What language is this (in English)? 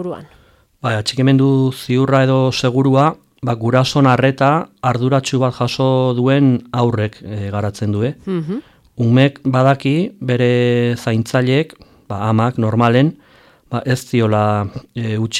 Basque